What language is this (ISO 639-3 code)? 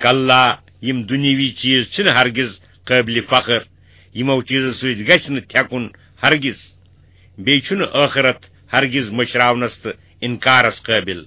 kas